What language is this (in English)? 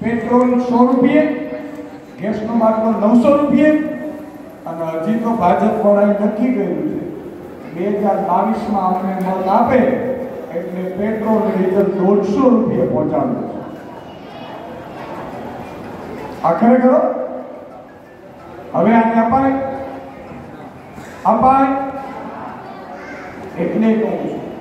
Gujarati